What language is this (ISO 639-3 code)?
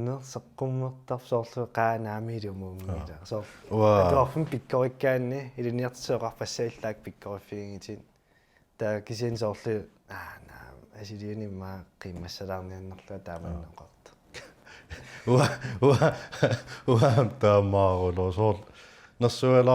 kal